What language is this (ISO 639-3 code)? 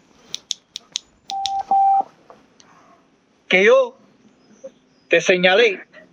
spa